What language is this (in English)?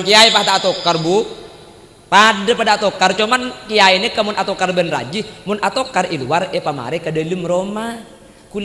Madurese